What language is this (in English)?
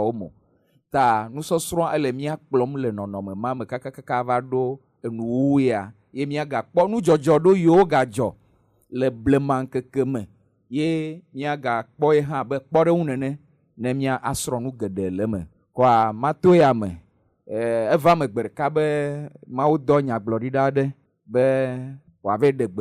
Ewe